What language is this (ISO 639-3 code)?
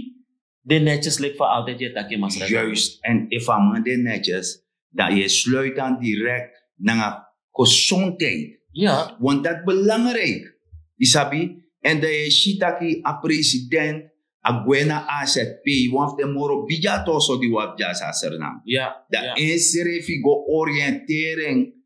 srn